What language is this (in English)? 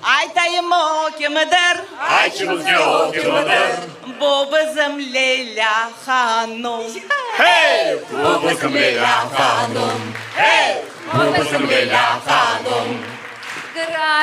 Crimean Tatar